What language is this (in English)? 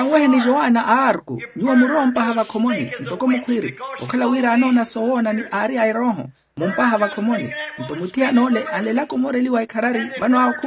Makhuwa